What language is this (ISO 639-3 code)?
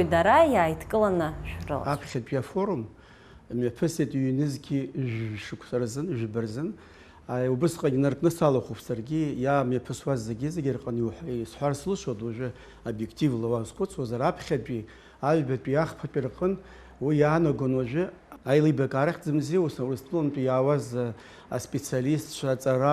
abk